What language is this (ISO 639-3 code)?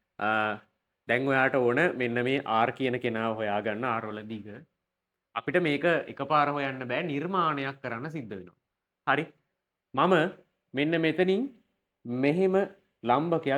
sin